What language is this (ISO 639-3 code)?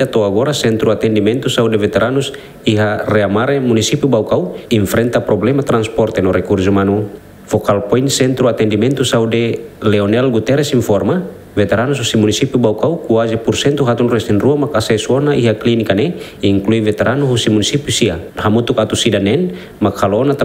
tet